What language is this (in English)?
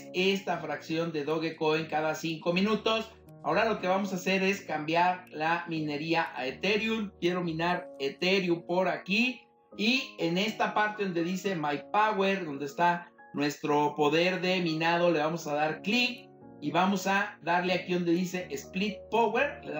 Spanish